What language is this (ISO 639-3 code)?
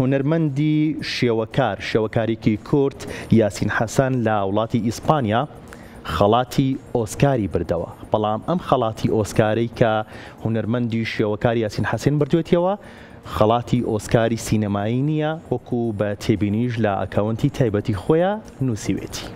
ckb